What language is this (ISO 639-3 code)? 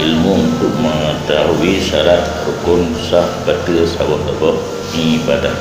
ace